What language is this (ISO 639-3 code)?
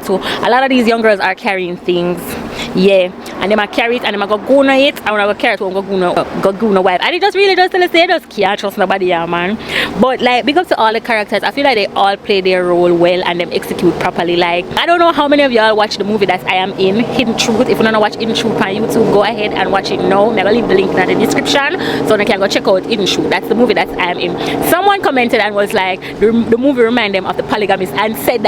jam